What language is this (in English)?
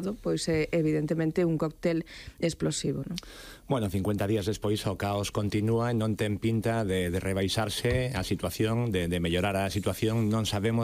Galician